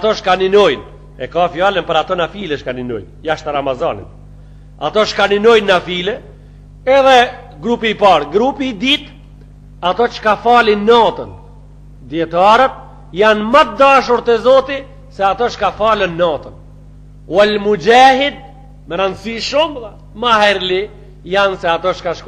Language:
Albanian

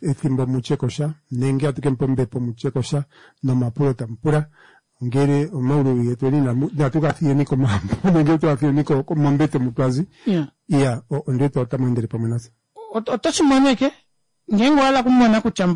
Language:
Kuanyama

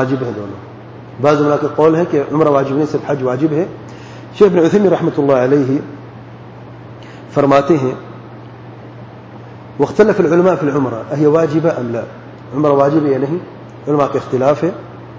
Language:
Urdu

